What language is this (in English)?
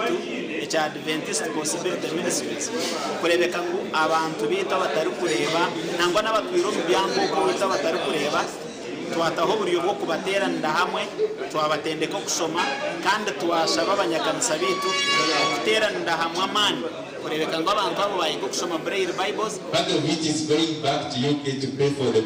Nyankole